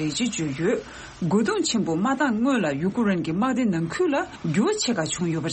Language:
Tibetan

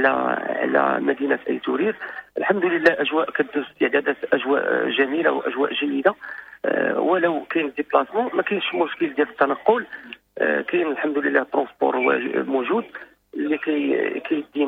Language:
Moroccan Arabic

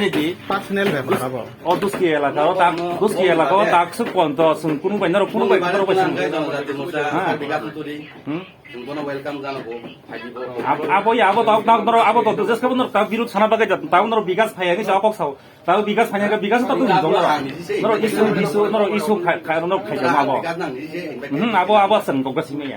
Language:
Kok Borok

